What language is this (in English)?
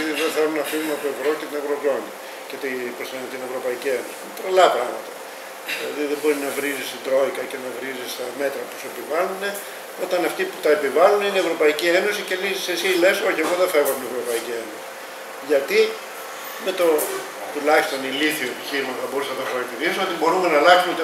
Greek